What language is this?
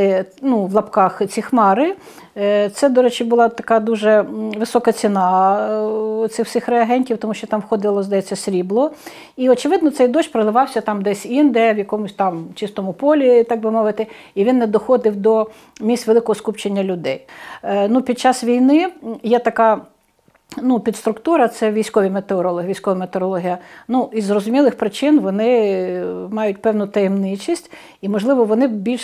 Ukrainian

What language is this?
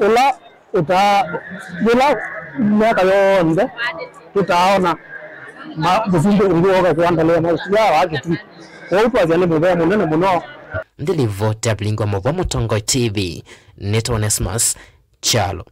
Kamba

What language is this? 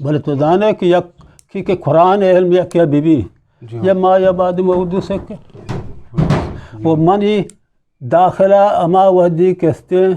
Eastern Balochi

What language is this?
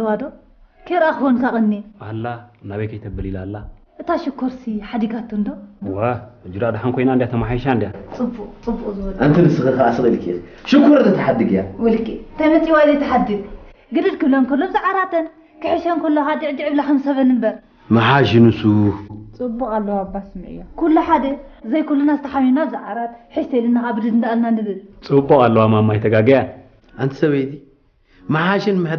Tigrinya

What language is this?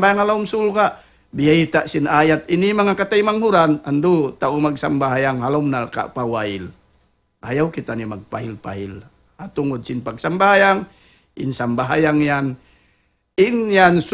Tausug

